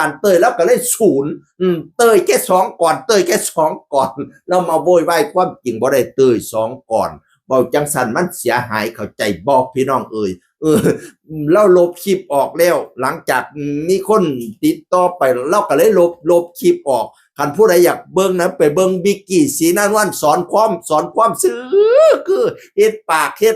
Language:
Northeastern Thai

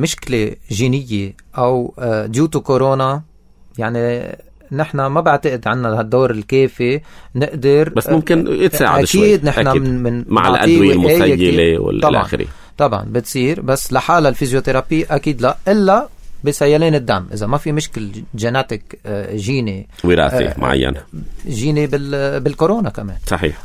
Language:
North Levantine Arabic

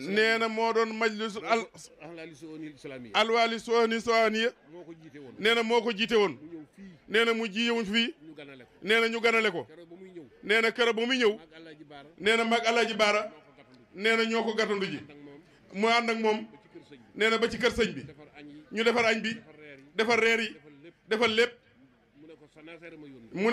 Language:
Wolof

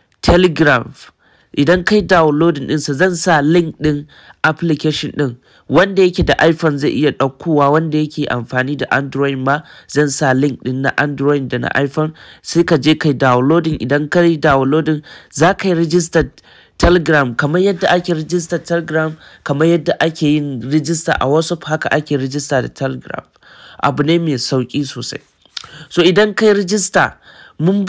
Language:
Hausa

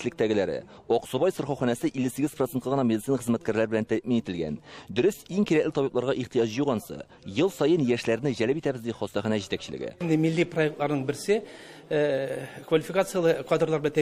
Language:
Tatar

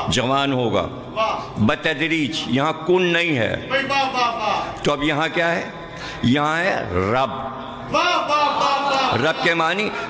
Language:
Urdu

